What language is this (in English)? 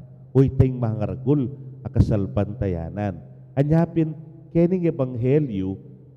Pampanga